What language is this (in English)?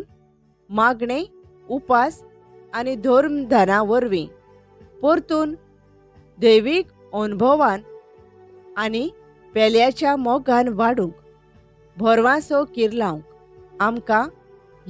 Konkani